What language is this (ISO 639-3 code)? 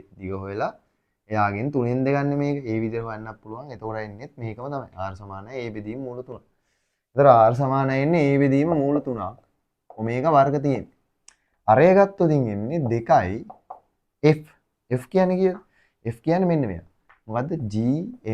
sin